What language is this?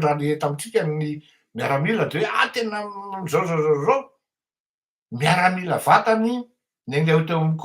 Malagasy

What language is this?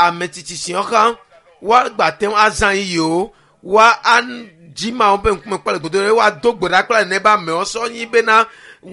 Ewe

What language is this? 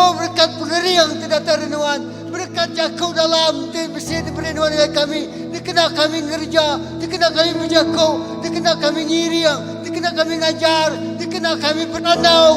Iban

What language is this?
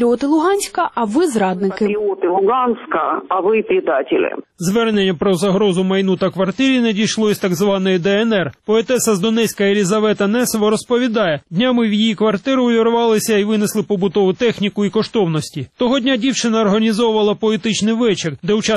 Ukrainian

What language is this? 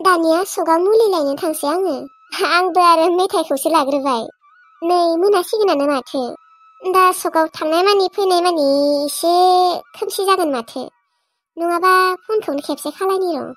Bodo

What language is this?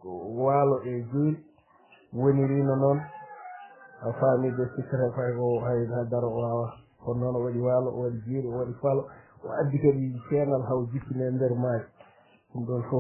Fula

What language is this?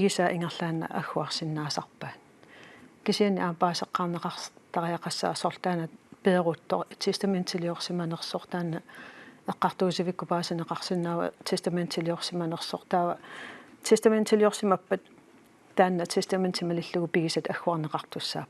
Kalaallisut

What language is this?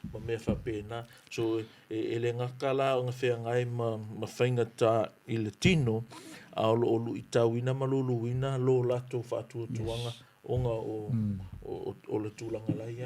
Samoan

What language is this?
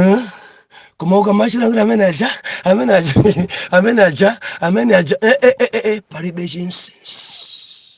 Nyanja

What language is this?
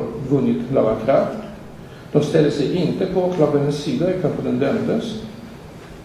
Swedish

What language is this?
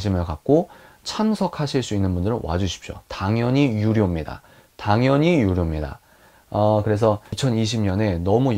Korean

